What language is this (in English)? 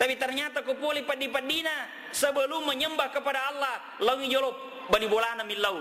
Buginese